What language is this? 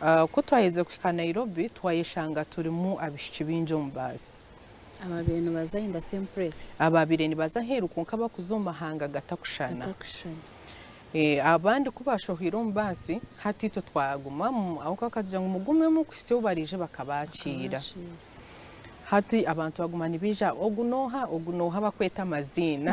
Nyankole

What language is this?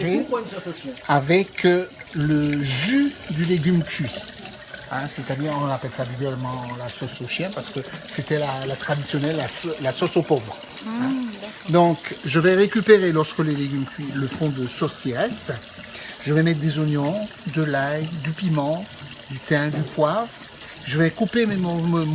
Réunion Creole French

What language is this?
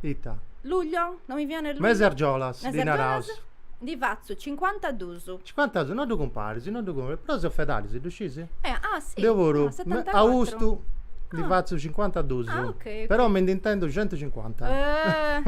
Sardinian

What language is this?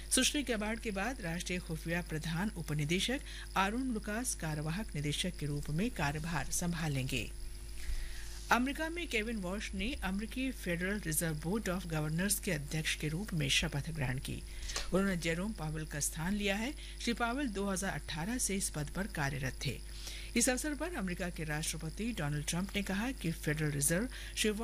Hindi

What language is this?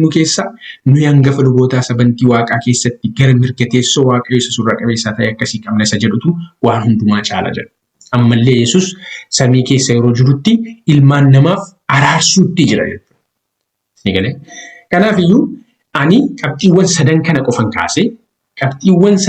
Oromo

